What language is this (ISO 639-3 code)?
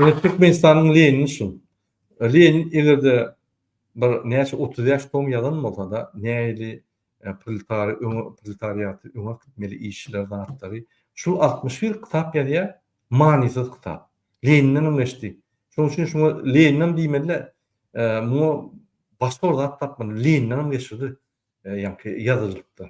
tuk